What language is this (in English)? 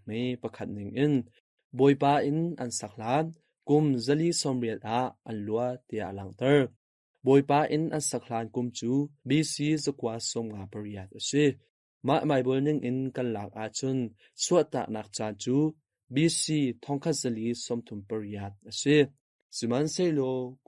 Hakha Chin